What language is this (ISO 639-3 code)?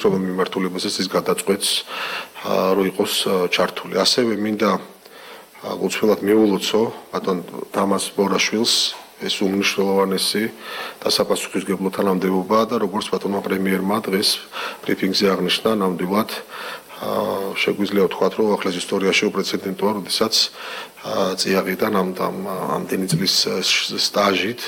kat